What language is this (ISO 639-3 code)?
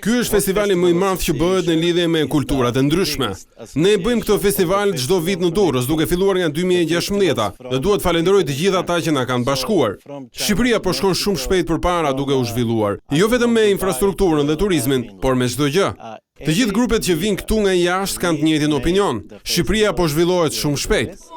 sqi